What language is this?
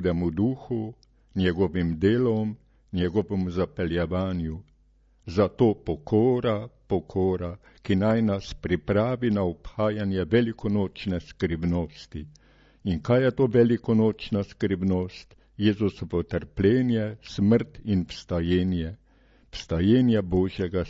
Slovenian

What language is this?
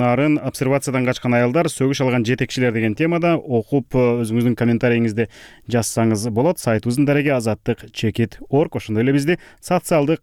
Kyrgyz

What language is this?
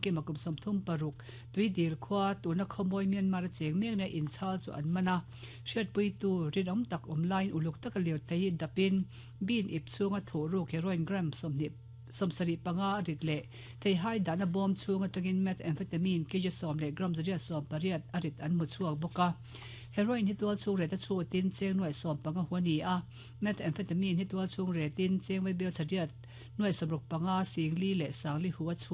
Mizo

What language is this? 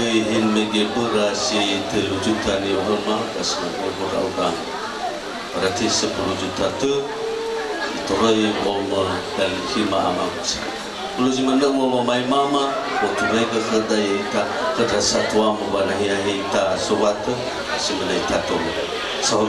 Nias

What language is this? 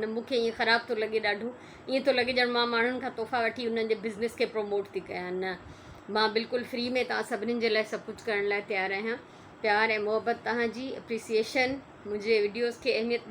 Sindhi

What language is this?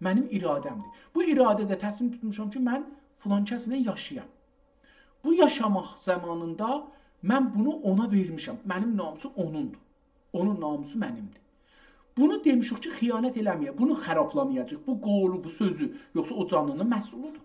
South Azerbaijani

